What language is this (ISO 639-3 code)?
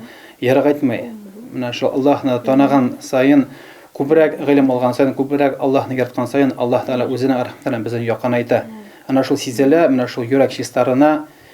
bak